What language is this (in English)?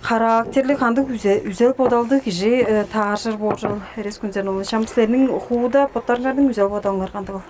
Tuvinian